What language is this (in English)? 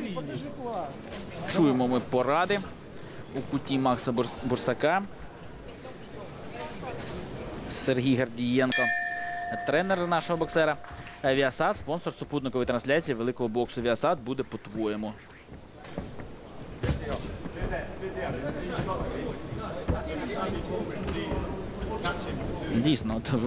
Ukrainian